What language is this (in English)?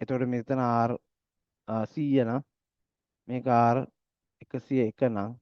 Sinhala